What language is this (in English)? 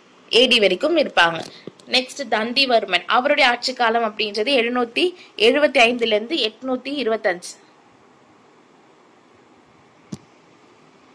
Tamil